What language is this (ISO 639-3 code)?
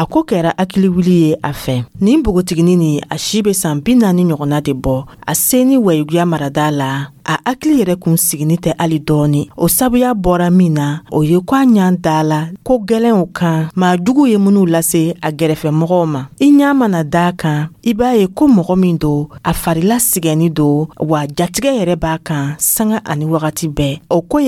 dyu